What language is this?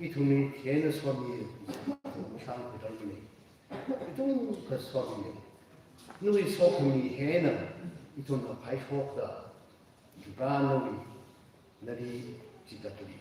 Tangkhul Naga (India)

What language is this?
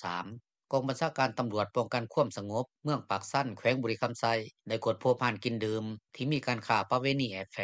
Lao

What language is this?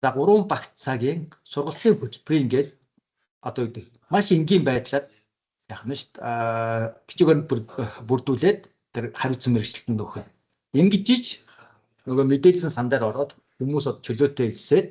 Mongolian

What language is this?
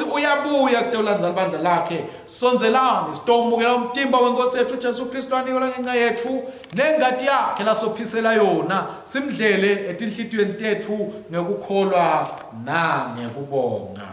Swati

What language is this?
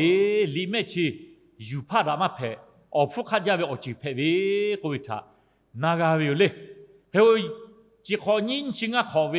Lahu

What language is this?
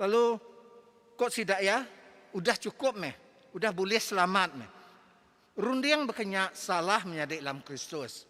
Iban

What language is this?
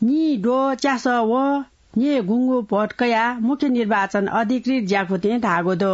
Newari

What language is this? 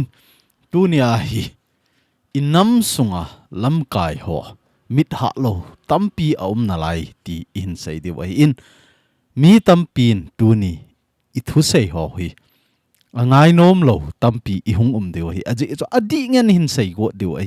Thado Chin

